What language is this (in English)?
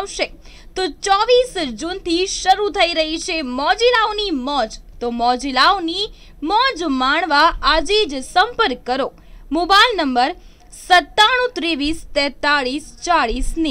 Gujarati